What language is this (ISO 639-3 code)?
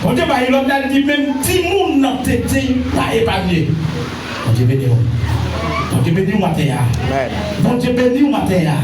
hat